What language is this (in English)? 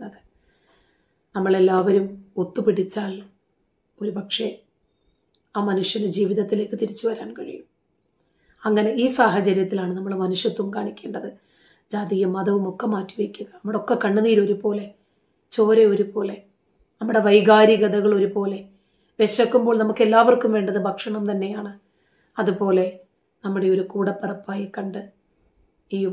Malayalam